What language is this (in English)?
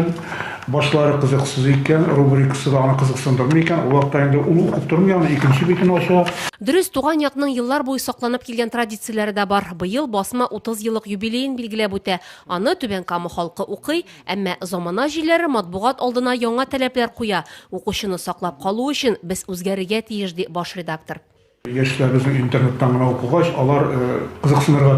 Tatar